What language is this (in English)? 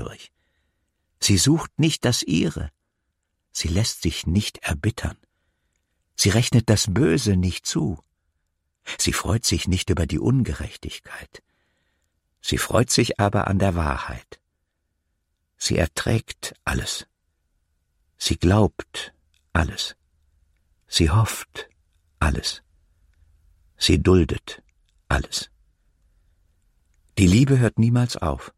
German